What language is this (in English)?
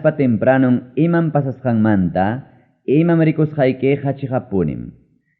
Ayacucho Quechua